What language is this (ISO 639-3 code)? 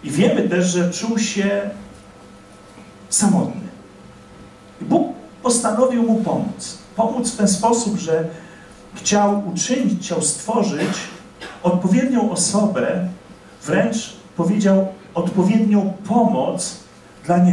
pol